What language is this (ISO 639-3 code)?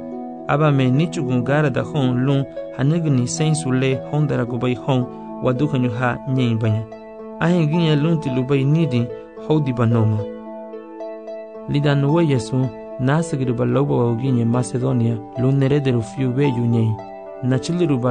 cab